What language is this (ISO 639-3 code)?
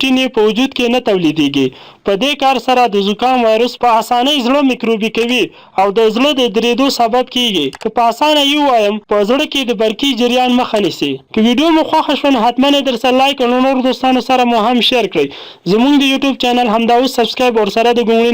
pus